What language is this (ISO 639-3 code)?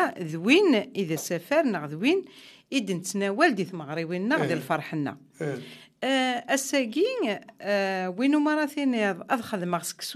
kab